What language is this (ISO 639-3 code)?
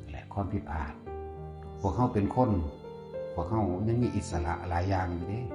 tts